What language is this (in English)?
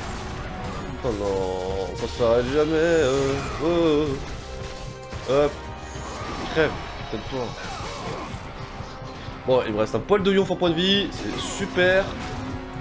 French